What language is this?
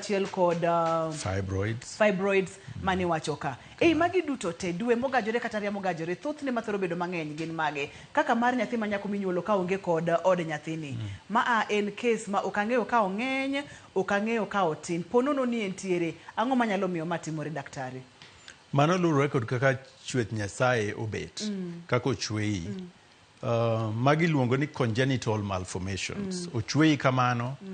Luo (Kenya and Tanzania)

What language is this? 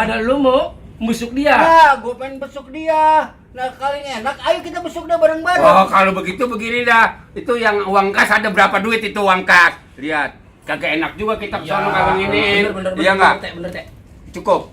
Betawi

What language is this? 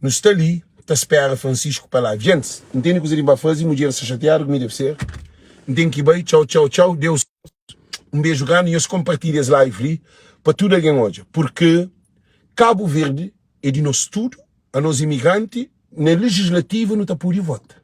Kabuverdianu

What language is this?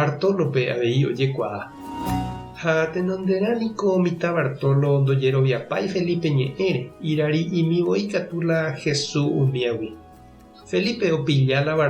Guarani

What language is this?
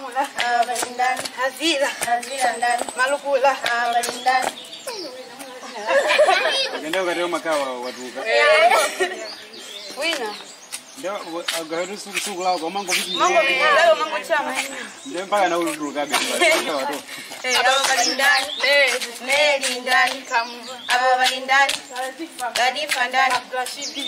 Swahili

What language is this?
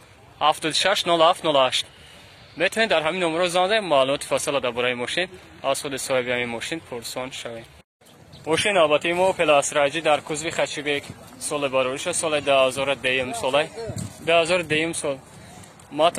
Tajik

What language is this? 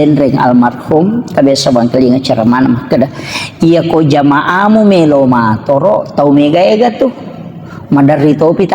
Buginese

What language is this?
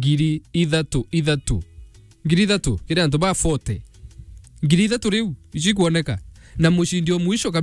Meru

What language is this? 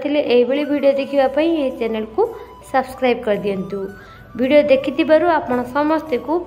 Odia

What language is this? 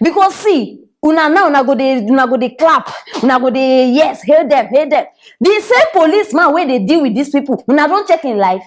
Nigerian Pidgin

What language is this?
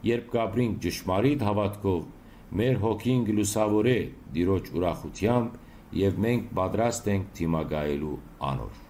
Western Armenian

